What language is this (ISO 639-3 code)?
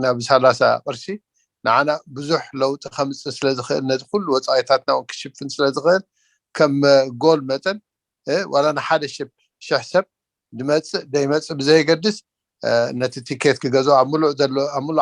tir